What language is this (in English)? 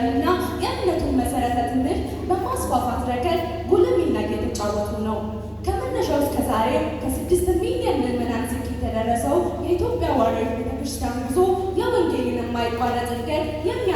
Amharic